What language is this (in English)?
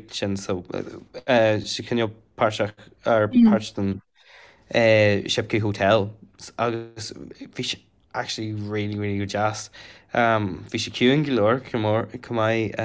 Irish